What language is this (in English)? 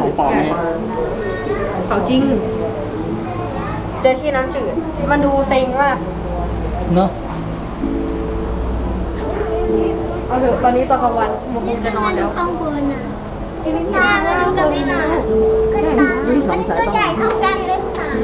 Thai